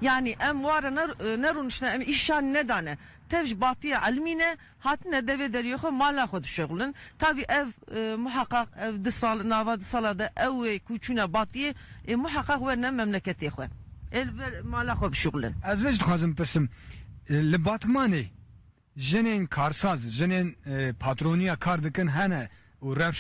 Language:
Kurdish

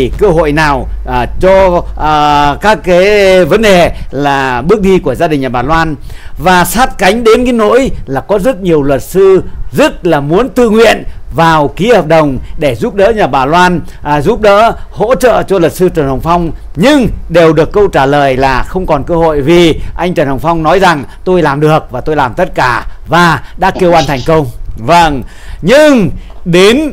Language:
Vietnamese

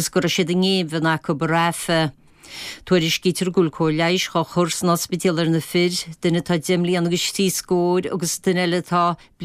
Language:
Irish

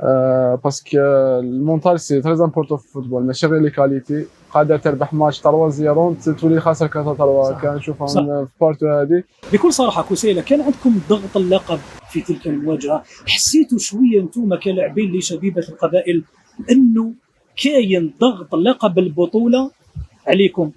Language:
Algerian Arabic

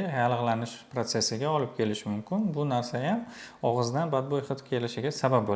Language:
Uzbek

